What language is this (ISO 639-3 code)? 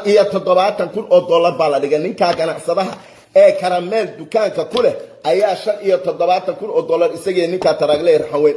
som